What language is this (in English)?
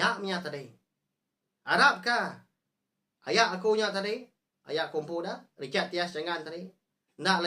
Iban